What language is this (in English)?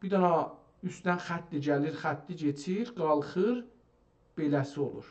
South Azerbaijani